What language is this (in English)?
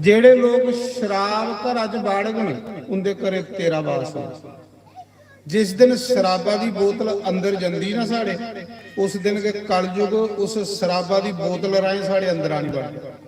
Dogri